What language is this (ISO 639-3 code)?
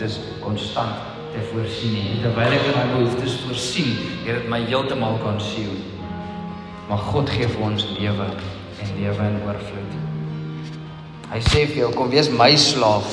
afr